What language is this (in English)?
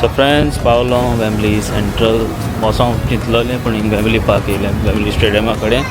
Konkani